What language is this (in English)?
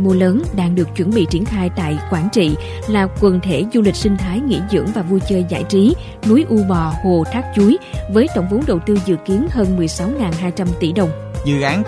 Vietnamese